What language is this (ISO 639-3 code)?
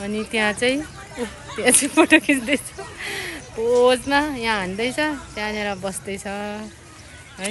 nep